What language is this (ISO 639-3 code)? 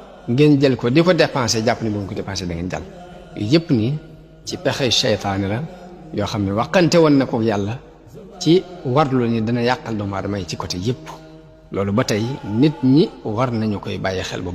wol